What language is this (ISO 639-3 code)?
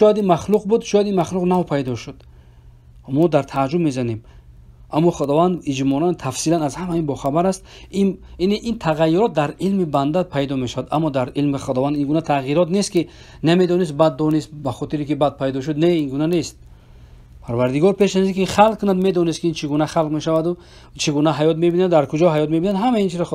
fas